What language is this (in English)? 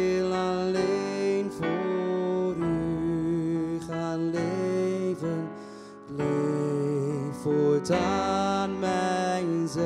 Dutch